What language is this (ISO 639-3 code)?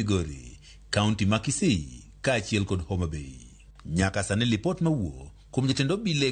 luo